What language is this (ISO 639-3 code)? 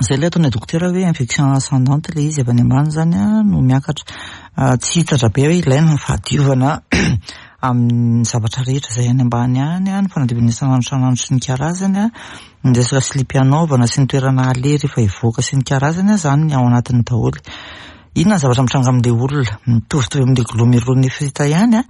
mlg